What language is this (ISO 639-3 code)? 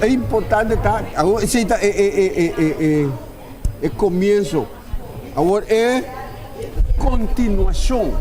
pap